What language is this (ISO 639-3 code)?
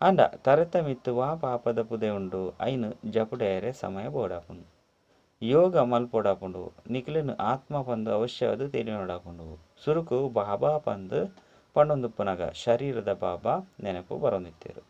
tcy